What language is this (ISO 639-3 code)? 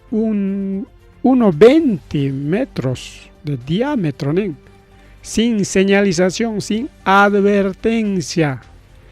quy